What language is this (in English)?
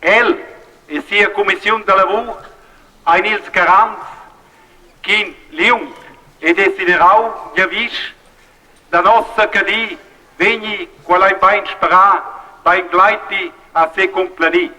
Romansh